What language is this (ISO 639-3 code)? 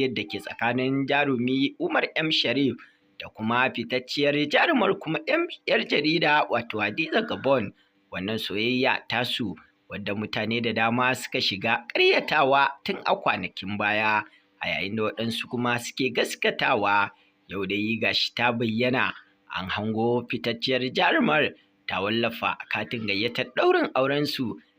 hau